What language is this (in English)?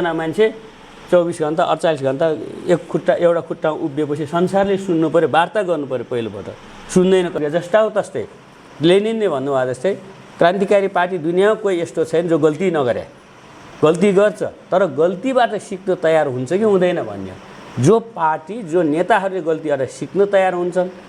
Nepali